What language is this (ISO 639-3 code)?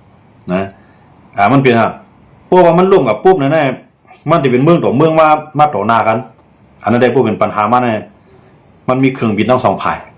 shn